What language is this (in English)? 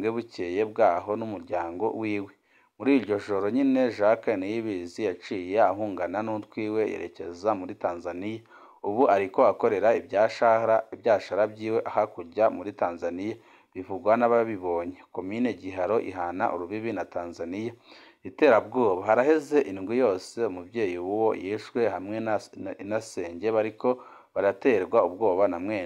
Rundi